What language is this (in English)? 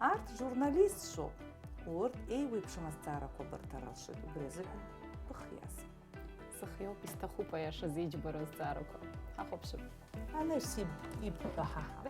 Abkhazian